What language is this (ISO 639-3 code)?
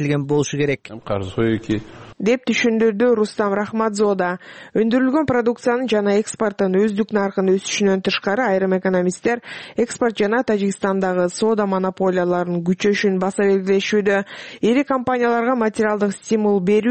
kir